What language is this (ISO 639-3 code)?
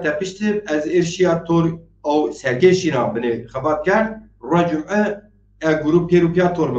zza